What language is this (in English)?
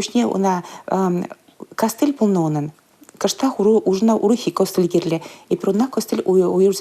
Chuvash